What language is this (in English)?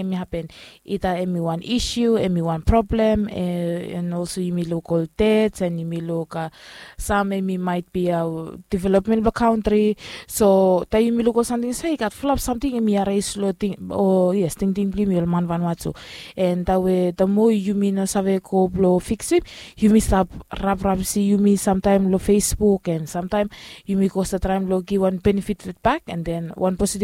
Bislama